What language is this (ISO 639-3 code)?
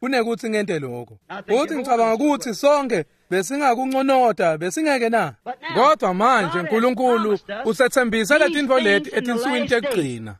ssw